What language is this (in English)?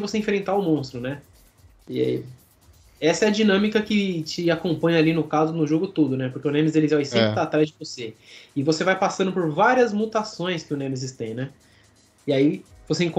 Portuguese